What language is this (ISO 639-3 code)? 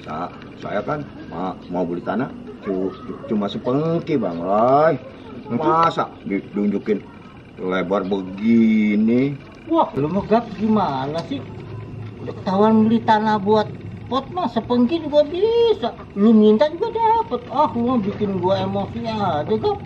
bew